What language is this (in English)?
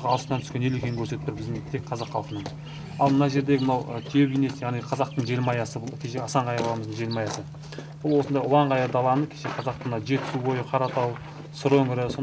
Kazakh